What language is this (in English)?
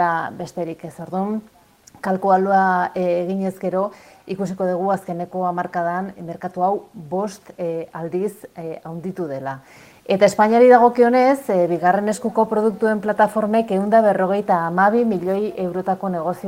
Basque